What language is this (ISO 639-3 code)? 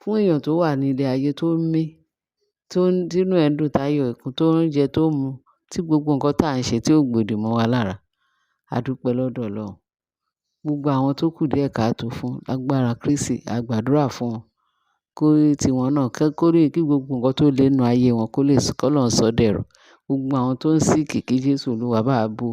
yor